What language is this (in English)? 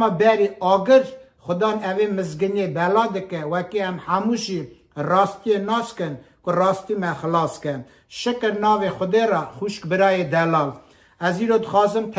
Kurdish